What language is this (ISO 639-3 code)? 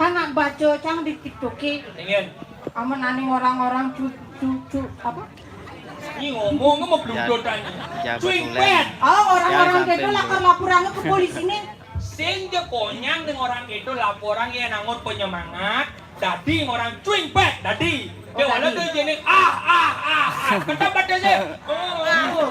ban